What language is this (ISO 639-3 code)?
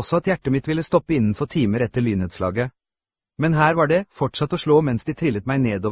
nor